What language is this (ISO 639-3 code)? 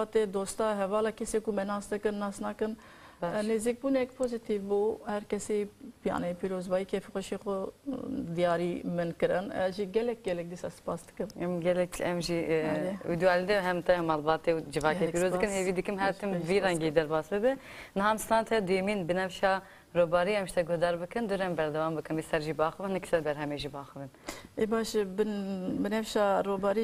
kur